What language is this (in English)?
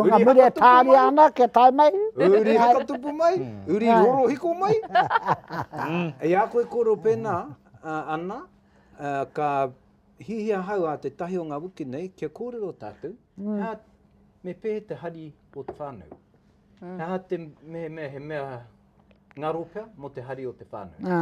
Māori